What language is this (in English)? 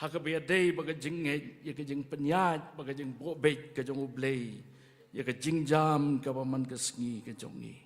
Khasi